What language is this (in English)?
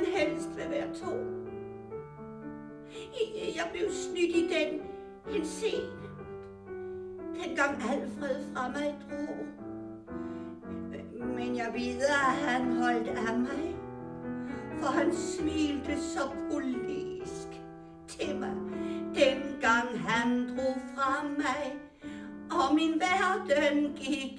Danish